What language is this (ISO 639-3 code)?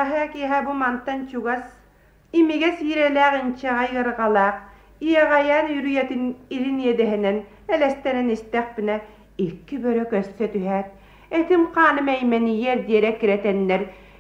sah